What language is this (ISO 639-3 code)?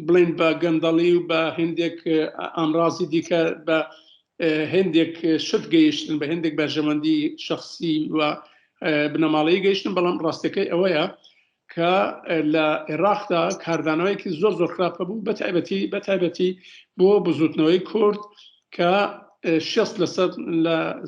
ckb